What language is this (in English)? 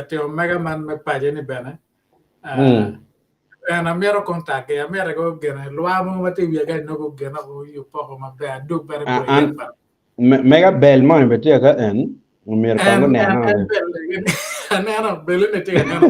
Acoli